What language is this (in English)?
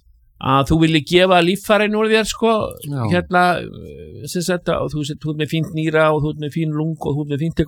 Icelandic